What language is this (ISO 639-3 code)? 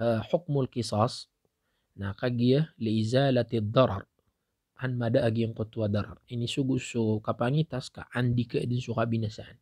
mrw